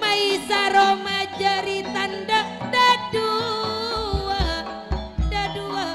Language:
Madurese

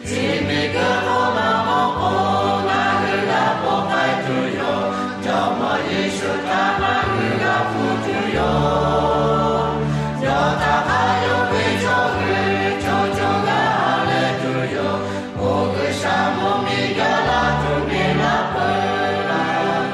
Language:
Lahu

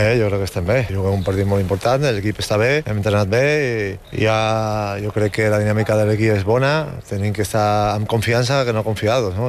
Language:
Catalan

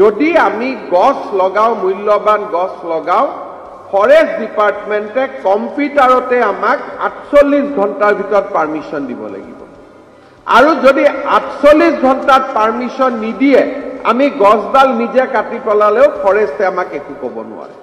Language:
Assamese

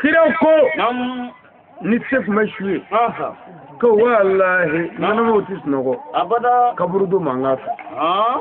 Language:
Bambara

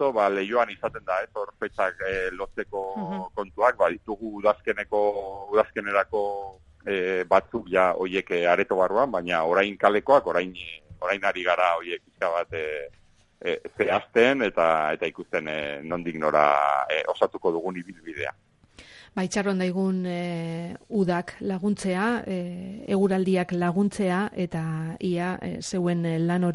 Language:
Basque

